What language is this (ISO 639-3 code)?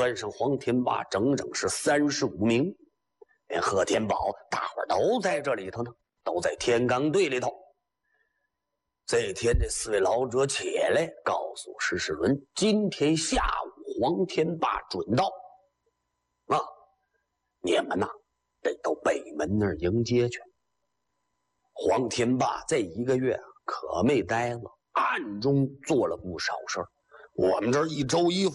zho